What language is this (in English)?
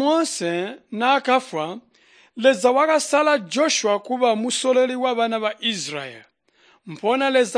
Tonga (Zambia)